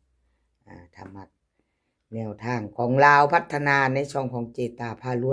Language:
Northeastern Thai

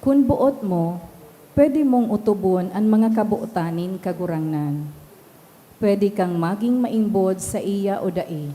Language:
Bikol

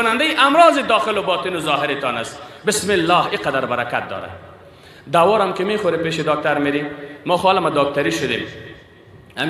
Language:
Persian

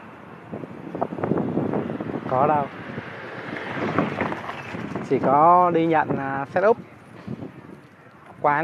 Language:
Vietnamese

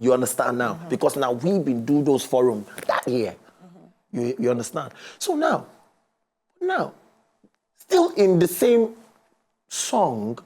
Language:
Nigerian Pidgin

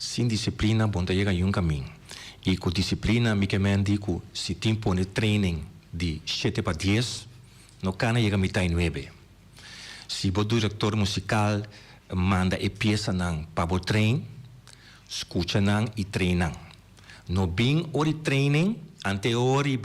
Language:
Papiamento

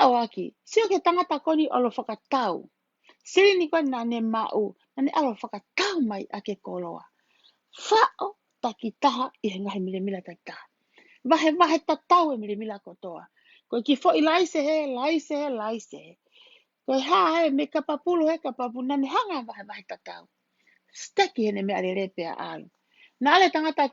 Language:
Tongan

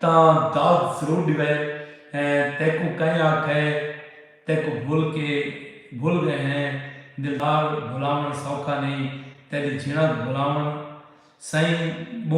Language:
Saraiki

